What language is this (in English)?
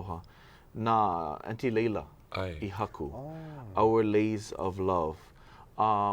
Hawaiian